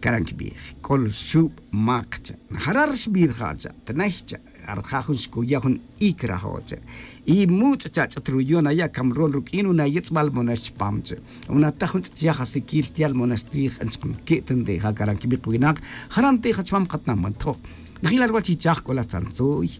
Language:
Tz'utujil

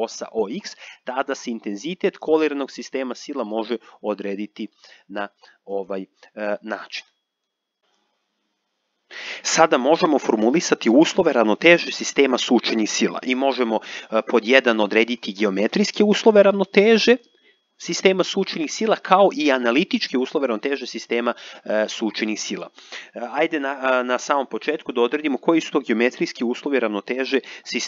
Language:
Serbian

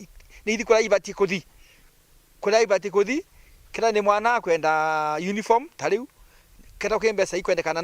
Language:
Meru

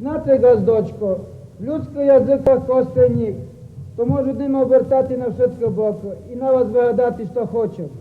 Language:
Rusyn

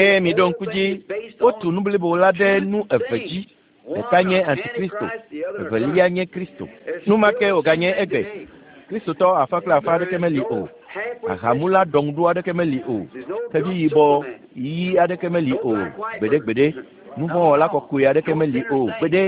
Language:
Ewe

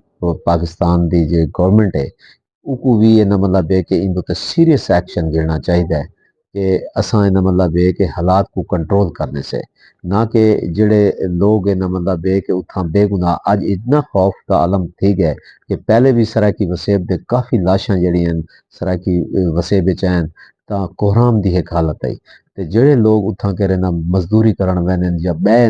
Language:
Saraiki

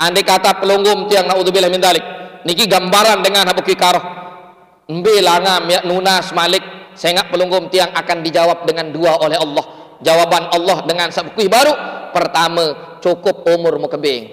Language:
Sasak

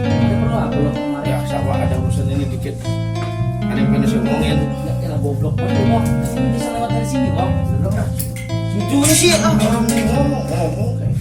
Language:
Betawi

